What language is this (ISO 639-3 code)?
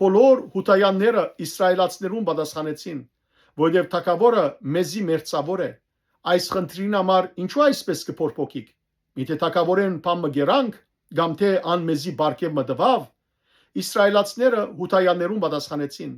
hyw